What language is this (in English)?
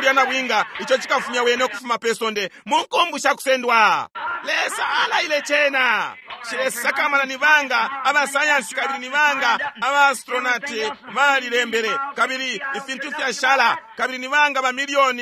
Bemba